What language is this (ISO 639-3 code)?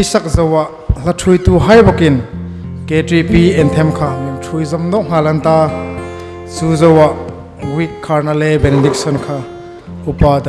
hmr